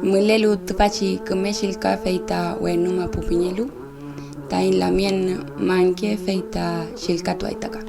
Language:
Mapuche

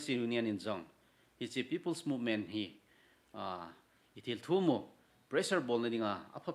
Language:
Thado Chin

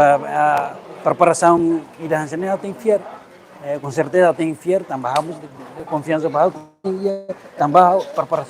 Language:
Tetum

